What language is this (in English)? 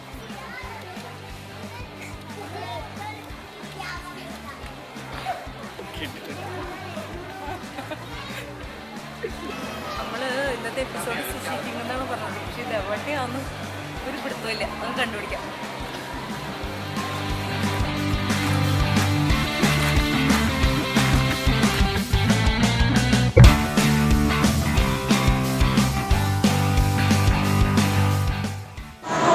Malayalam